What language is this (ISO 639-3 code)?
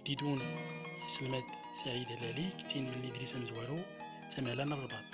tzm